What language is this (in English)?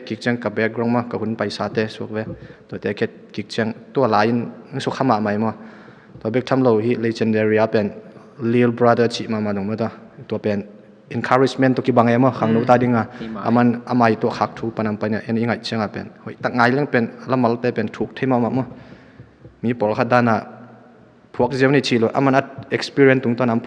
Tedim Chin